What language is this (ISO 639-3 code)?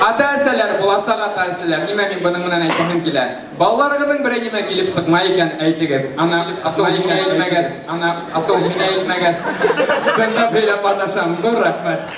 bak